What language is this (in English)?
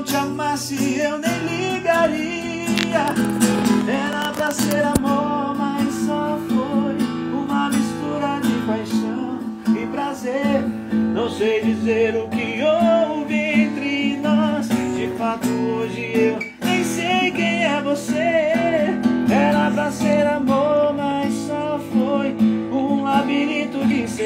Portuguese